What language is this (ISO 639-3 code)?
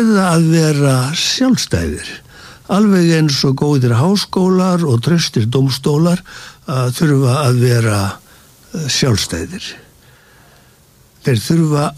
isl